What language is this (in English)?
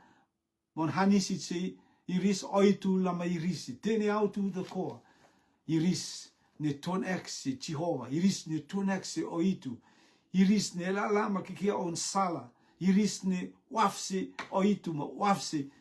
Rotuman